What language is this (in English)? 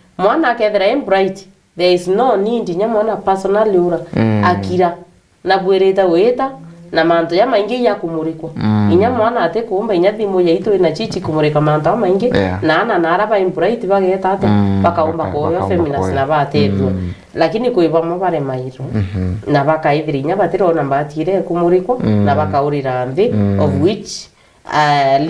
Meru